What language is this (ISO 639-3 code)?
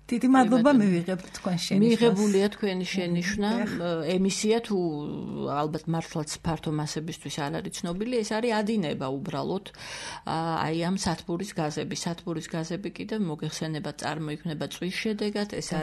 kat